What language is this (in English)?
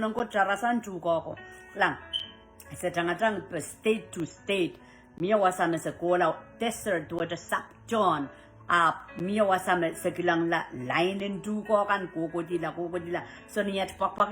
Pohnpeian